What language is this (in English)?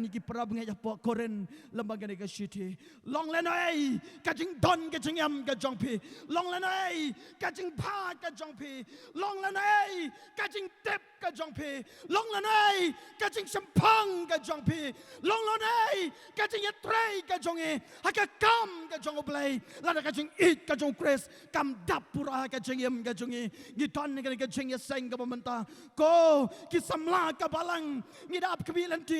Khasi